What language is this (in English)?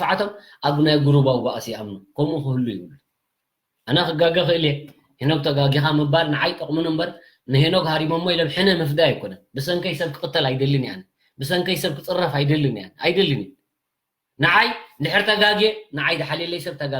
Tigrinya